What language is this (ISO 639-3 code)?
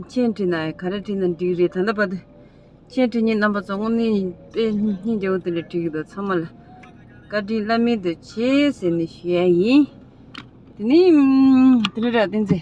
bod